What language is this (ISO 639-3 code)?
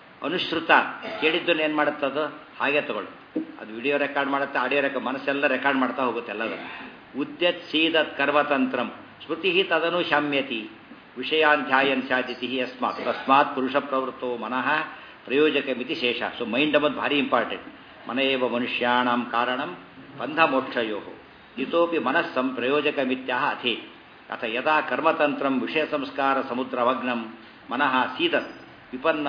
kan